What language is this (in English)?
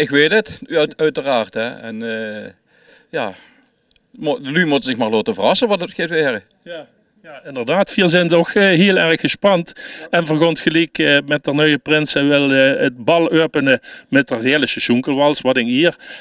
Limburgish